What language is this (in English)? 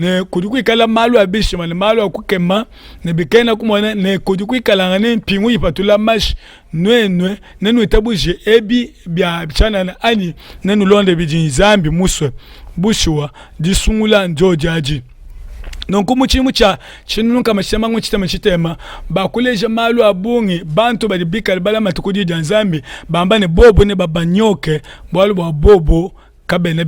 Luba-Lulua